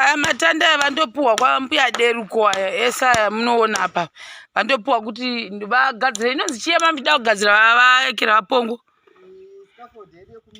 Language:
Shona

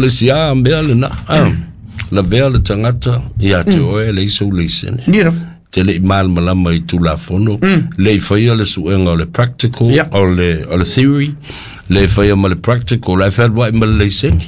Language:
Samoan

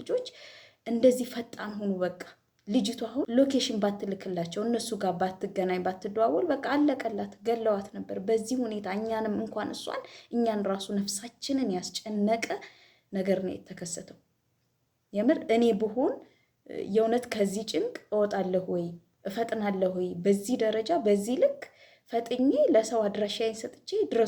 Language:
Amharic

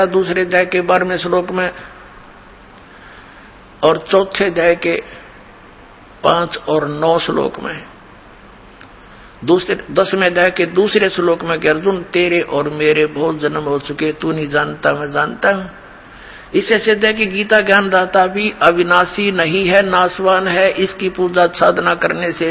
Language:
Hindi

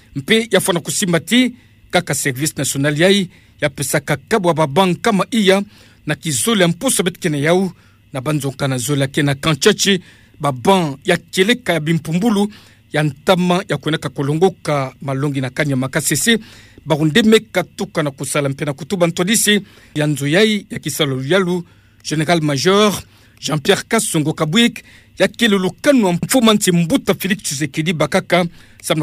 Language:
Kituba (Democratic Republic of Congo)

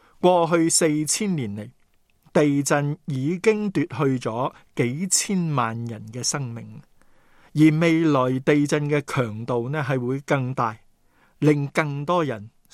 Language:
Cantonese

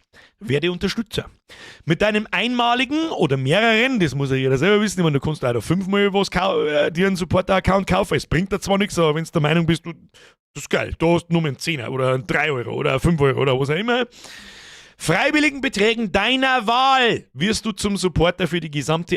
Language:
Bavarian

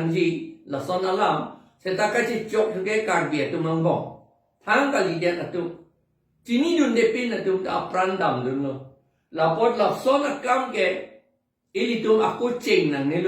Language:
Karbi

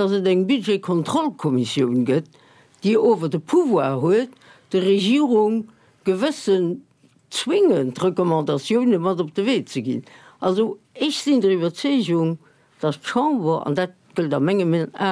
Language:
Luxembourgish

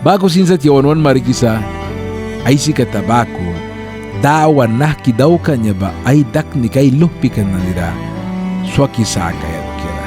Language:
Mískito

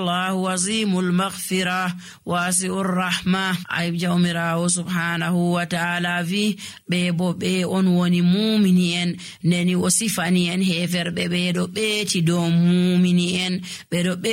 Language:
Nigerian Fulfulde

